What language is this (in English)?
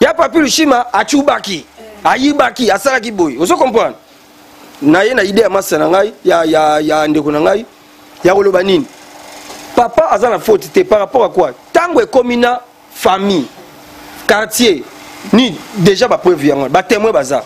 Lingala